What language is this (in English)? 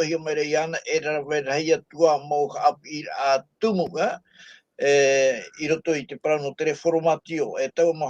Tahitian